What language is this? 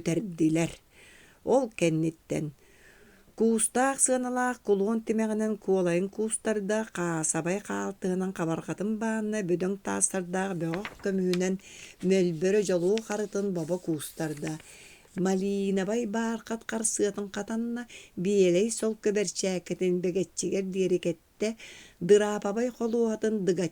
Yakut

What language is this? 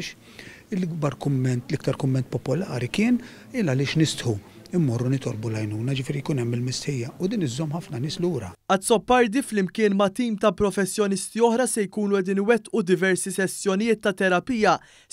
Maltese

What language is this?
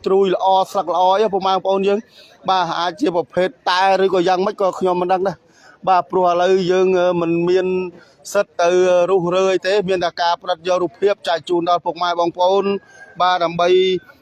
Khmer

